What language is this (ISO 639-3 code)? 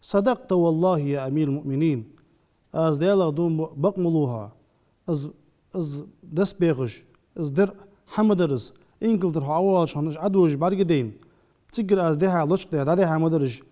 inh